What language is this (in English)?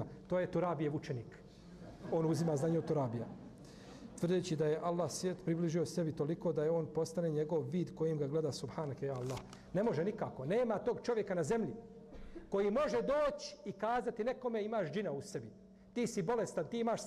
Bosnian